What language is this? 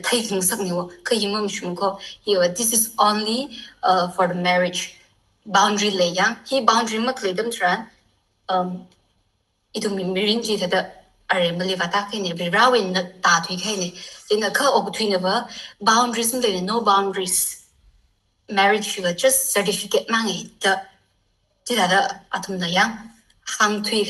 Tangkhul Naga (India)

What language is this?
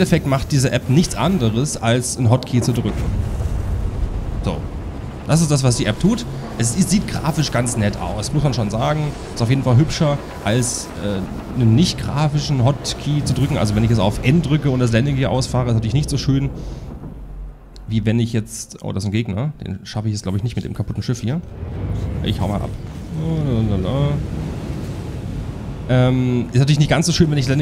German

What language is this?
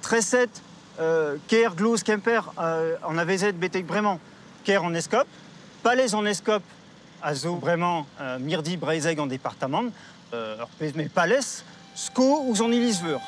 Breton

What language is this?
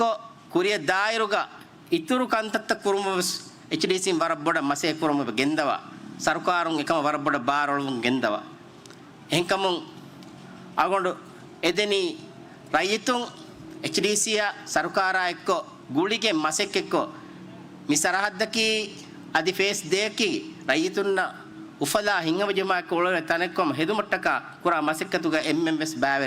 Divehi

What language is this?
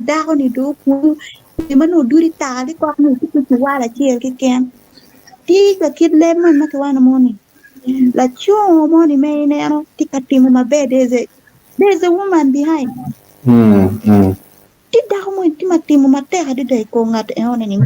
Acoli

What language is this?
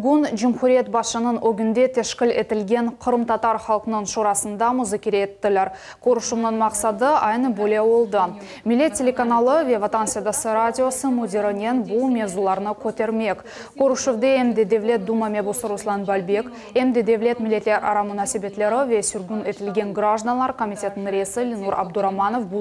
Crimean Tatar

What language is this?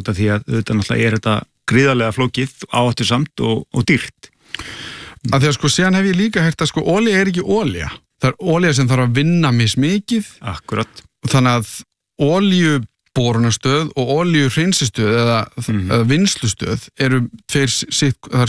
Icelandic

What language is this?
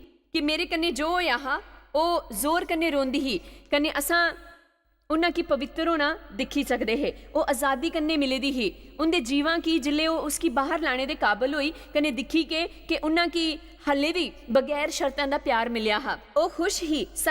Dogri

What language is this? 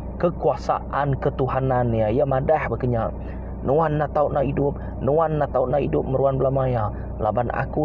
Iban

